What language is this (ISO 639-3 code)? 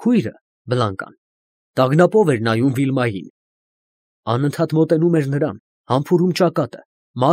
hye